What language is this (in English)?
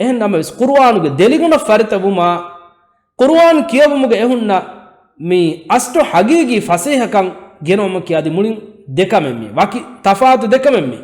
Divehi